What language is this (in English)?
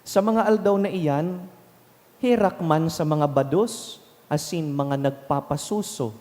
Bikol